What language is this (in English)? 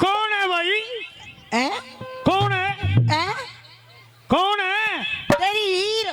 Haryanvi